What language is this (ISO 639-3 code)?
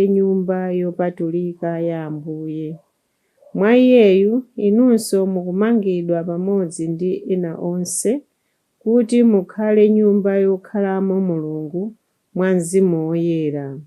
nya